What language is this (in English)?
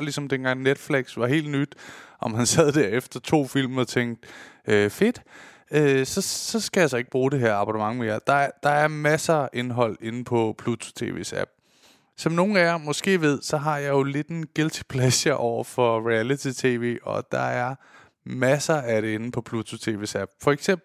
Danish